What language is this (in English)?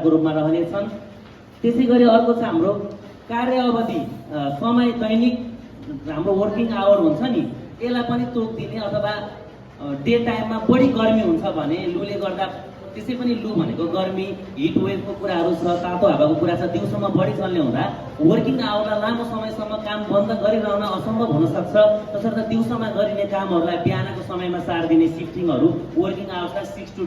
Nepali